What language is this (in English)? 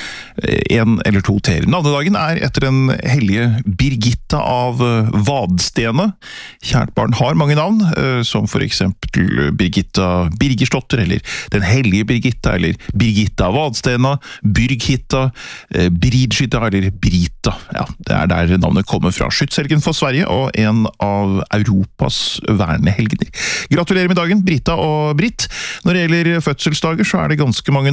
Norwegian